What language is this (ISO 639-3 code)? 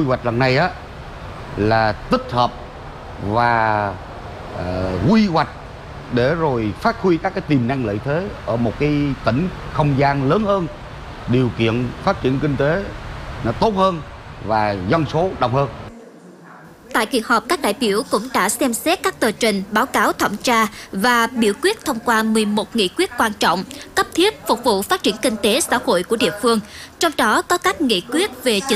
vie